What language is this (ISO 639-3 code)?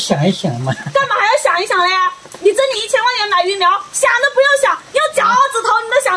zho